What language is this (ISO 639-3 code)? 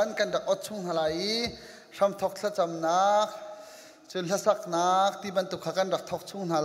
cnh